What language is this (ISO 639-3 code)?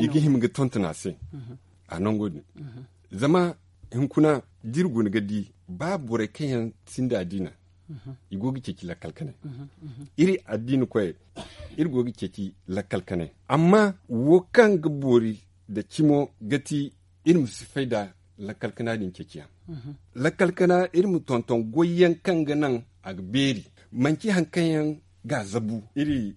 dje